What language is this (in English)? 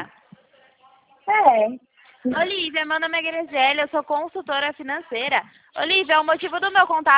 Portuguese